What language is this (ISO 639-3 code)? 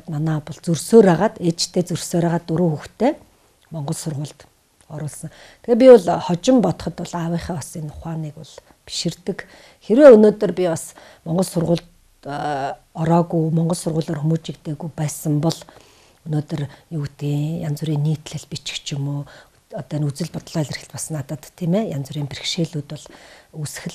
mon